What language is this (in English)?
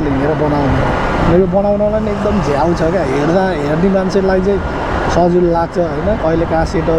Nepali